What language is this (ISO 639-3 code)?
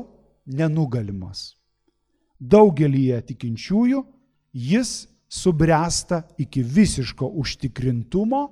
lit